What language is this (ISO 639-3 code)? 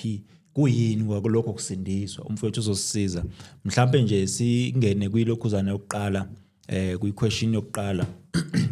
zul